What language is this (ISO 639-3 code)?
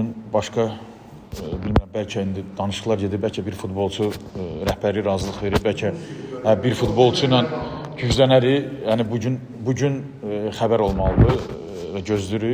aze